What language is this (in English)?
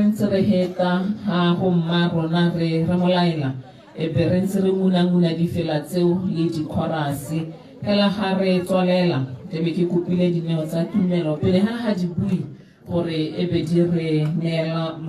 Tswana